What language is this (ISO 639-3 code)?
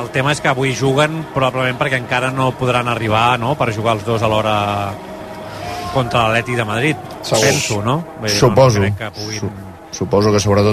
cat